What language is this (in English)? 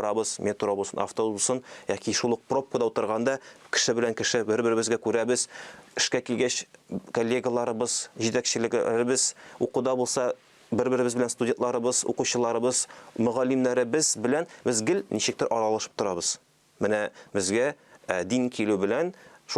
Tatar